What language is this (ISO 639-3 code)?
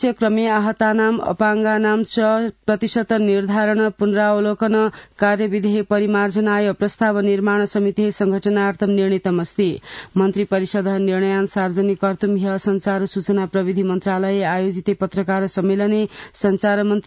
san